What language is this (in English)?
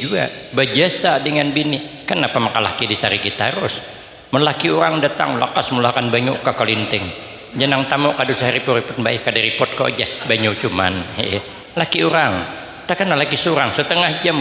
Banjar